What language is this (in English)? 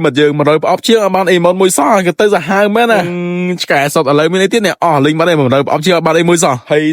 Khmer